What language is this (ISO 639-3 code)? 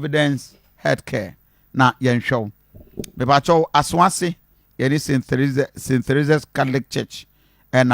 aka